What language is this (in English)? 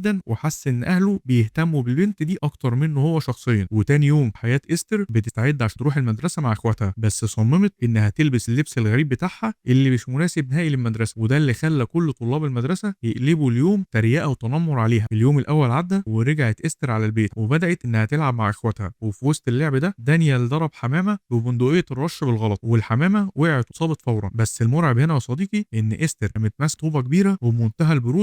Egyptian Arabic